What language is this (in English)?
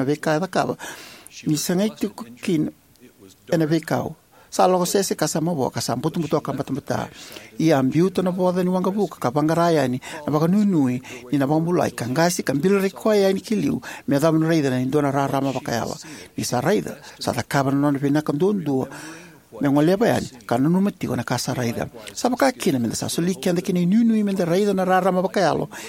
Fijian